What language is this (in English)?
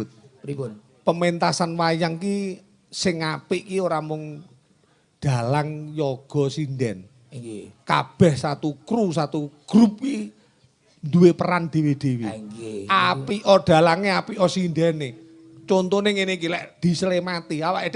Javanese